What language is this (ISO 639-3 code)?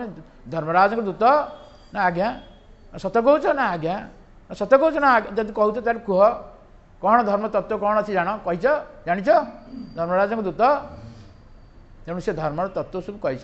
ori